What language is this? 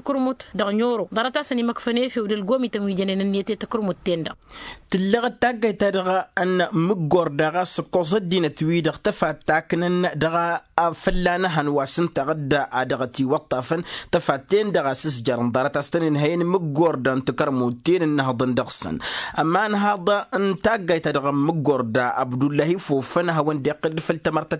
Tamasheq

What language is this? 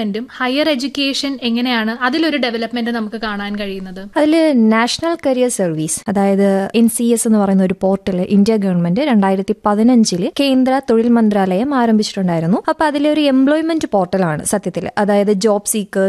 Malayalam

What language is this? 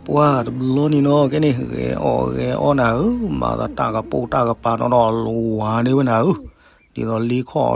S'gaw Karen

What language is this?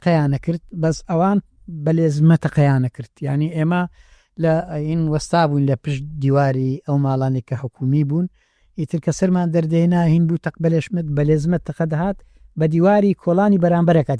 Central Kurdish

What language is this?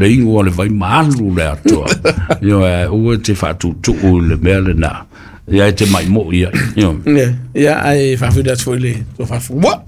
Samoan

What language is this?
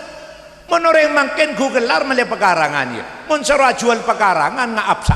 Madurese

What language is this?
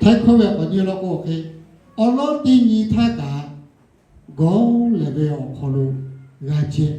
Lahu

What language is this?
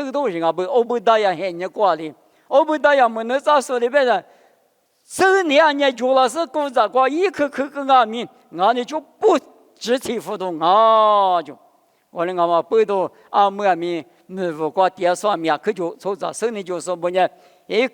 Lisu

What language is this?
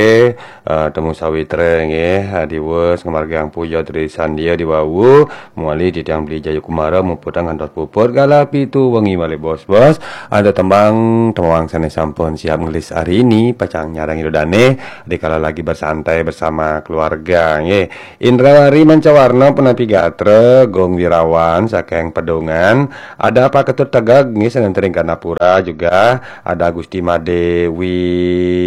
Balinese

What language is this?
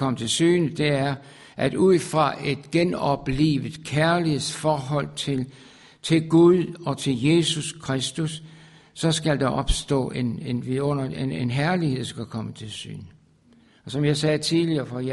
Danish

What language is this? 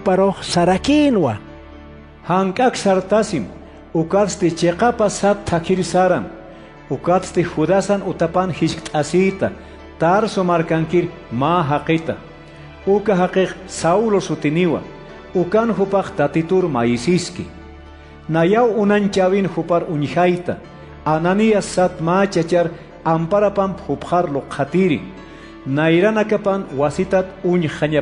Aymara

